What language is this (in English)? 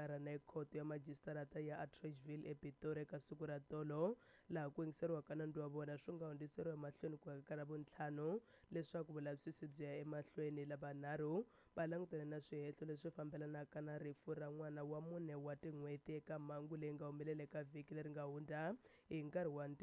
Tsonga